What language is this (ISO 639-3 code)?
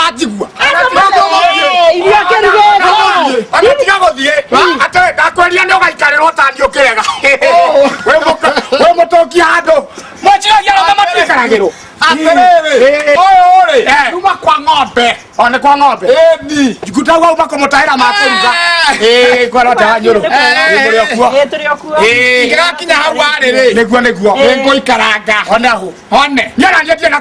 kik